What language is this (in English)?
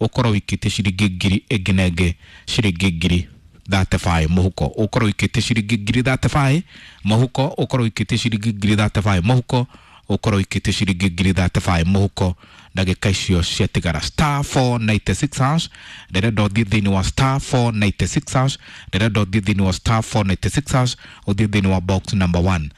Kikuyu